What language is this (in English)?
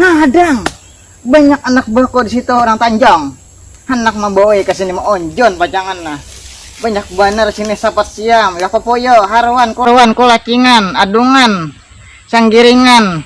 Banjar